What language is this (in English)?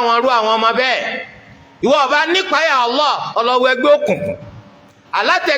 Yoruba